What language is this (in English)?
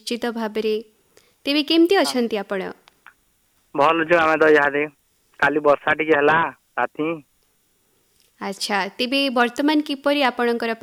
Odia